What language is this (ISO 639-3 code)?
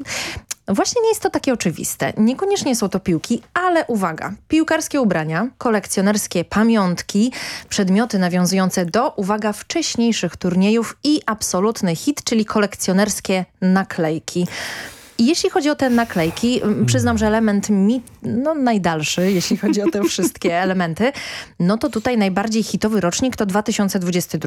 pol